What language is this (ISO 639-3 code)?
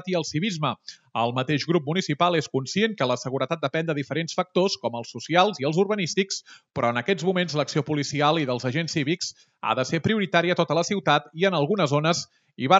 cat